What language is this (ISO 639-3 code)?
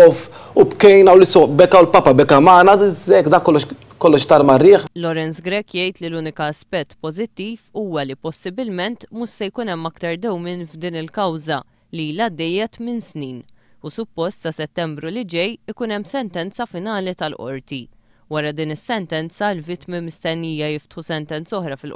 mlt